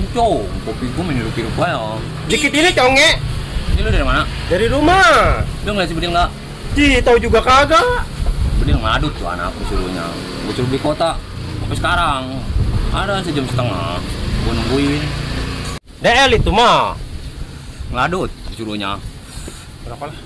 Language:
Betawi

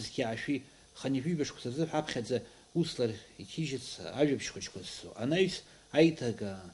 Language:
Abkhazian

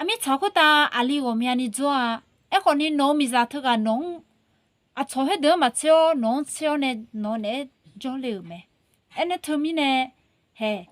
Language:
Akha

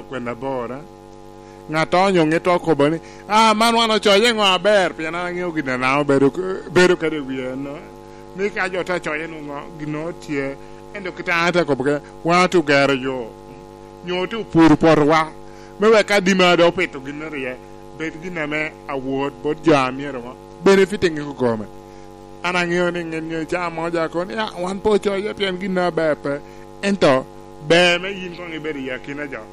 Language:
Lango (Uganda)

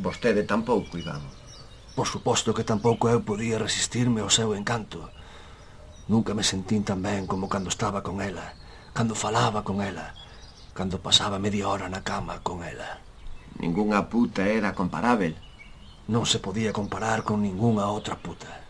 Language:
Galician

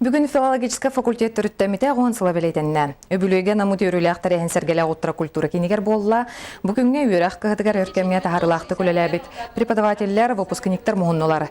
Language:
Yakut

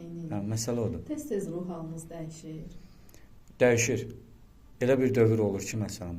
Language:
Azerbaijani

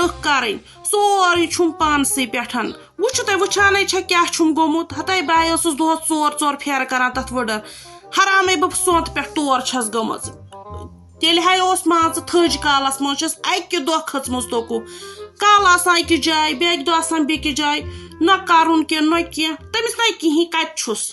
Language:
Kashmiri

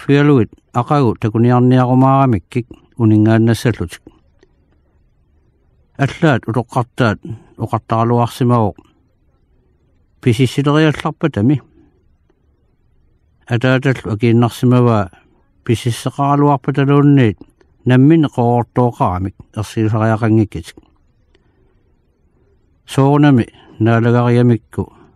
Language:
Kalaallisut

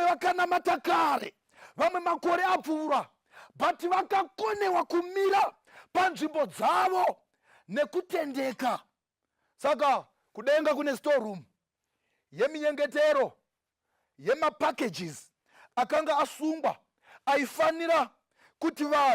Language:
Shona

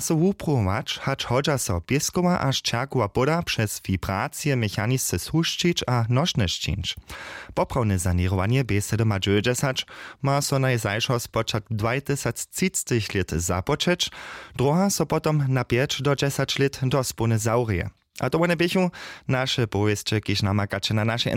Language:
Upper Sorbian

